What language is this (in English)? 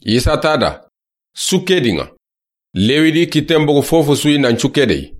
Soninke